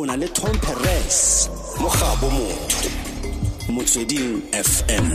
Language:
Tswana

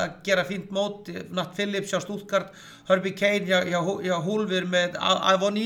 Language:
Icelandic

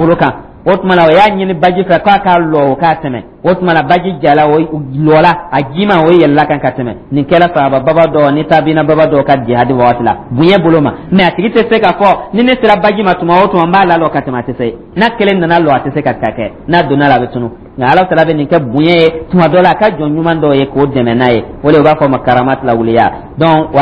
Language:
Dyula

